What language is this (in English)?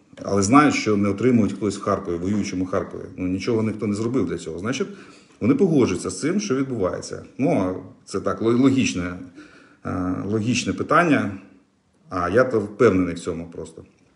Ukrainian